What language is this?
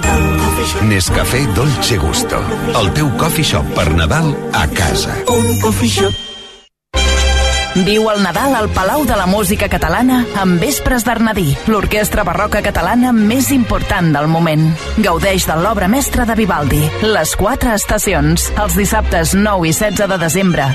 Catalan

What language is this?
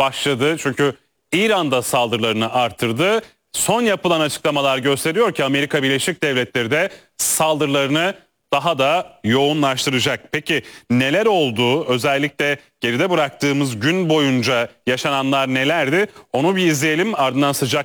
Turkish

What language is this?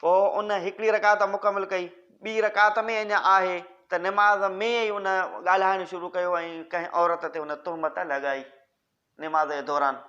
Sindhi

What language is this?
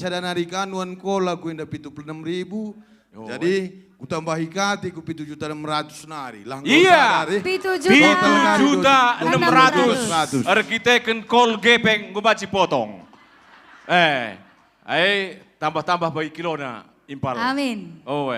Batak Karo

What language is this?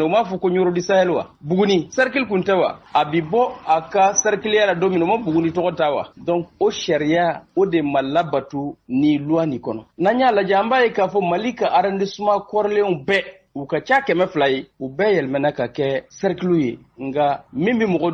Bambara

